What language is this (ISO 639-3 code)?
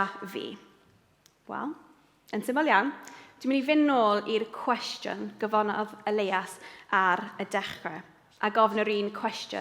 cym